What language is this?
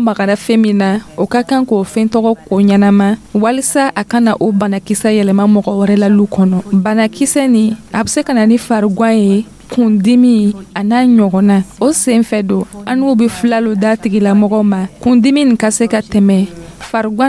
Dyula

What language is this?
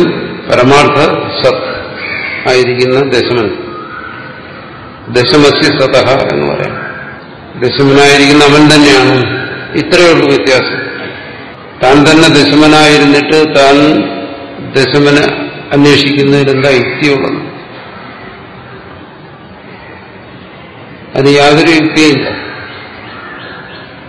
Malayalam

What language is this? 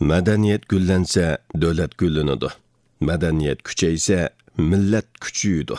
Uyghur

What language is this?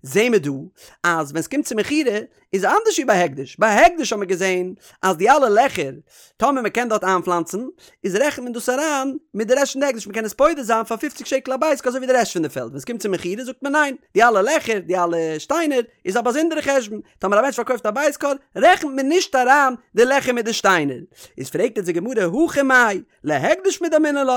Yiddish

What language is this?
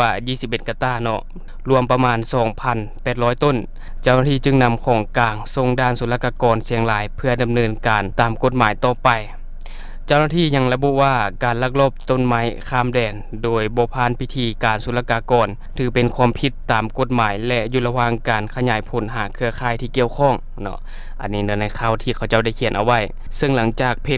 Lao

